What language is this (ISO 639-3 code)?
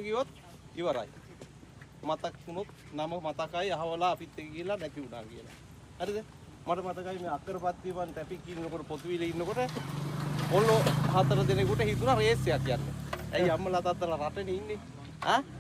sin